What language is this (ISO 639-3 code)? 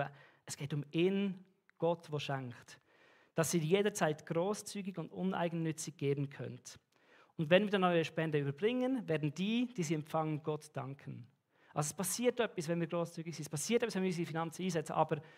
gsw